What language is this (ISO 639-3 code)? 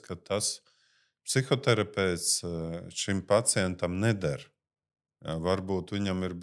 lav